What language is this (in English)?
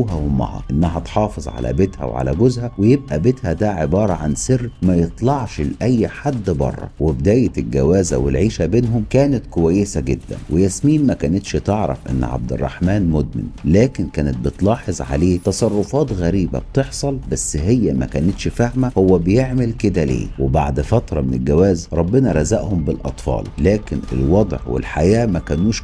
Egyptian Arabic